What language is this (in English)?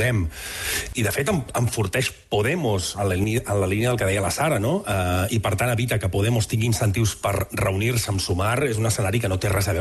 Catalan